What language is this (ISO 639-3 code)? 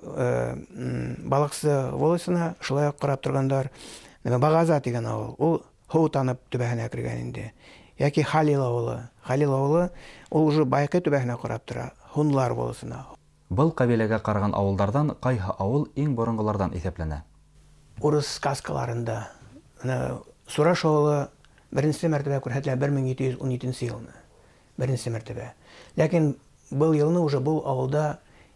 bak